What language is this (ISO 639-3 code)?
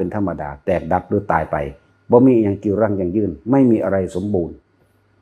tts